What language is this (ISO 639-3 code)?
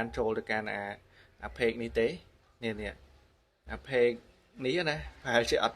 khm